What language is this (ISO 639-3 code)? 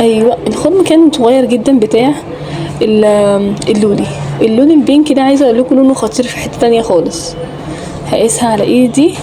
arz